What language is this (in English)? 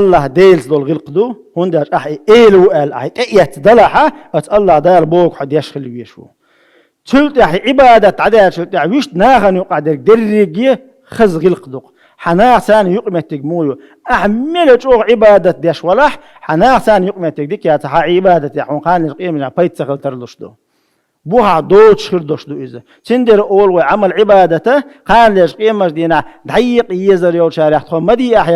Chechen